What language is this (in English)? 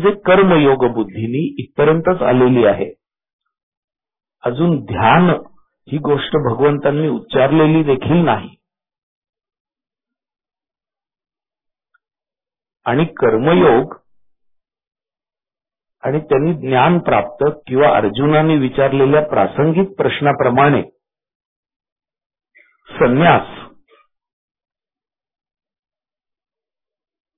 Marathi